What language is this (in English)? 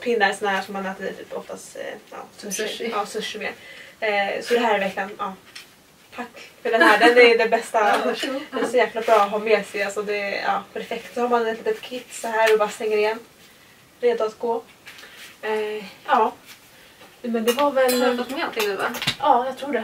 Swedish